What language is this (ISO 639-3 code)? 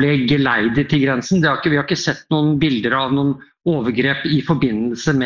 nor